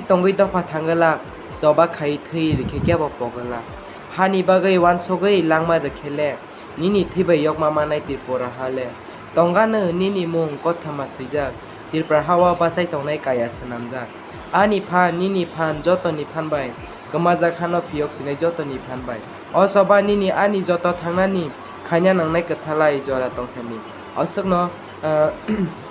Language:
Kok Borok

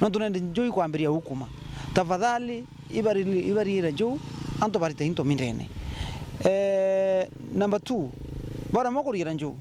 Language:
Meru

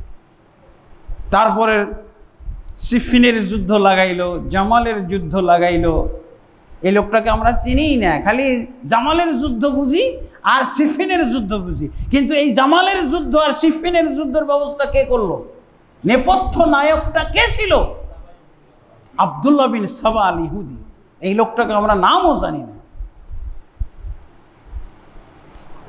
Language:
Bangla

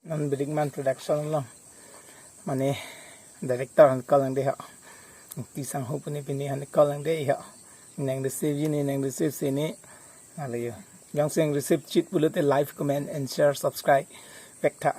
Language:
Karbi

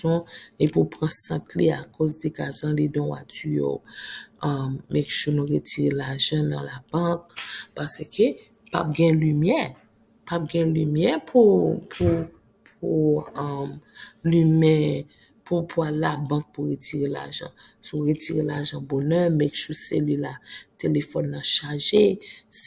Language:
Haitian Creole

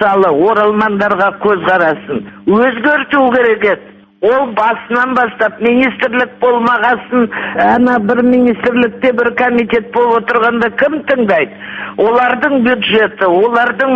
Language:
Kazakh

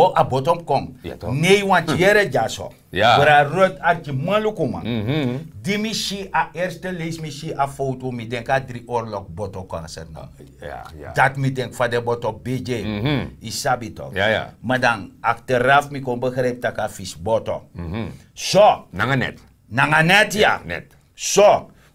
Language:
Sranan Tongo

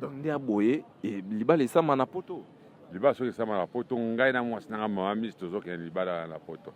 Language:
Lingala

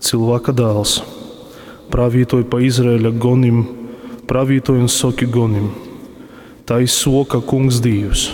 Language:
Latgalian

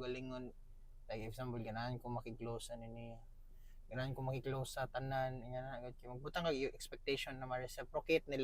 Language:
Cebuano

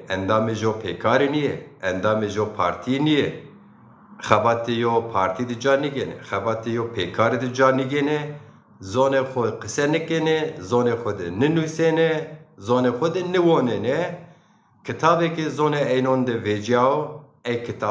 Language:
Zaza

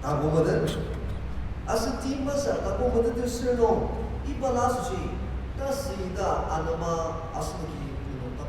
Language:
Ao Naga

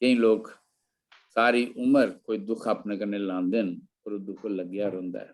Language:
Dogri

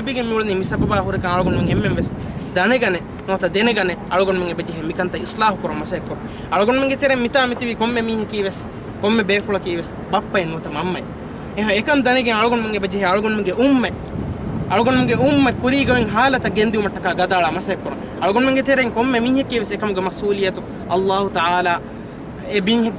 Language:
Divehi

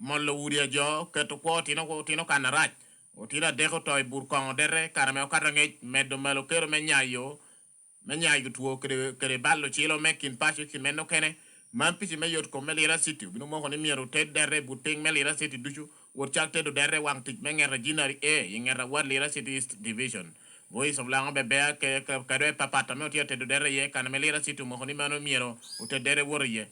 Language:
Lango (Uganda)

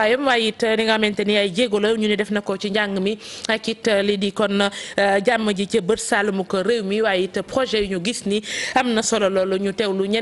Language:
Wolof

